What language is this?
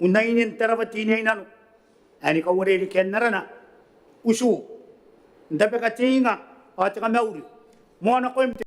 Gilbertese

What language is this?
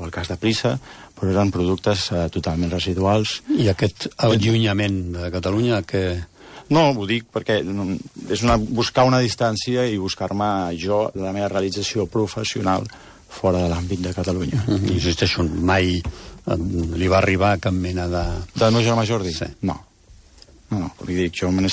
Catalan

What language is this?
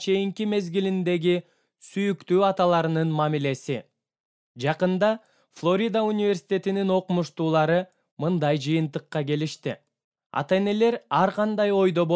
Kyrgyz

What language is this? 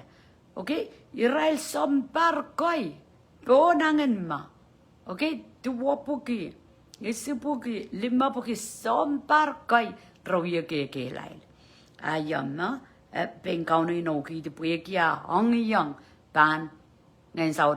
Pohnpeian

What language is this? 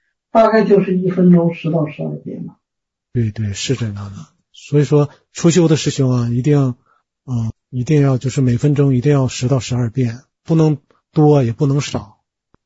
Chinese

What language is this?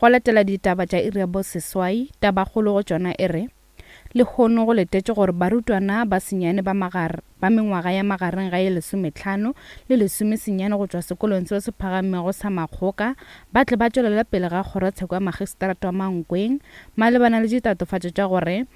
Northern Sotho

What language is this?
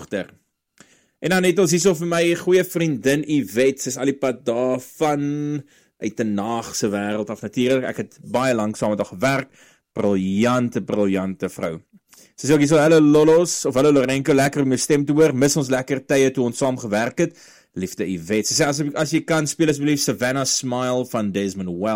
Afrikaans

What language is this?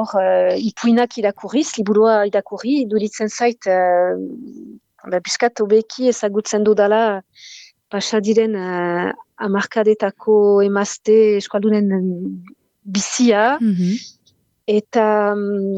Basque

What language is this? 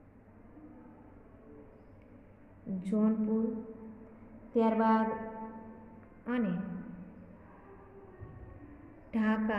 Gujarati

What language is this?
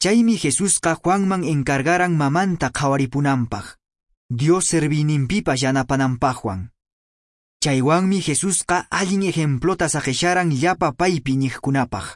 Quechua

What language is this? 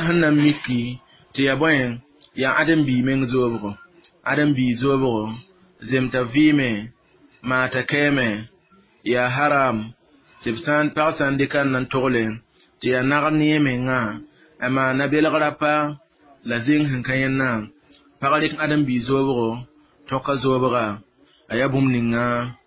Mossi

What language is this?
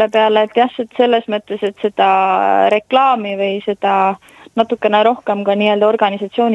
Estonian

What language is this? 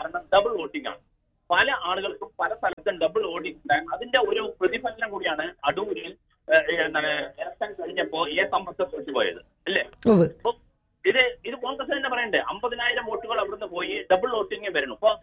Malayalam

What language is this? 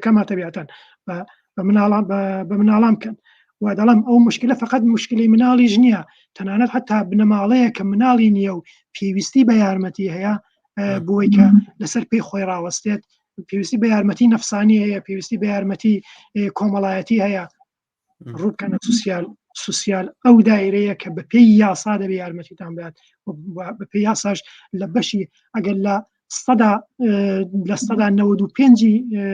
Central Kurdish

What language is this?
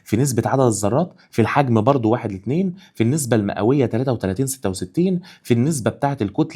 Egyptian Arabic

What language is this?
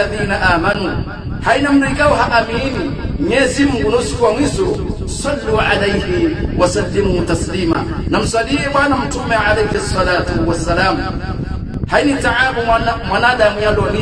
Swahili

